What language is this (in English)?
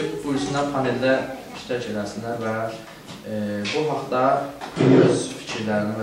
South Azerbaijani